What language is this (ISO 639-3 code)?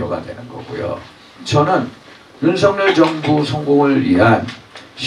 kor